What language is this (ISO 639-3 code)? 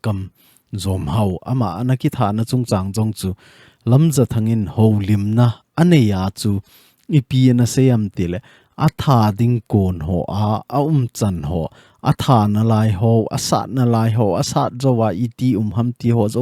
tcz